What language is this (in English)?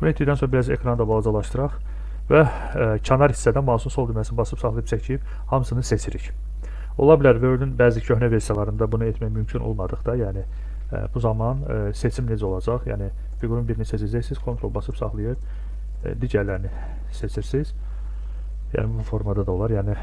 Azerbaijani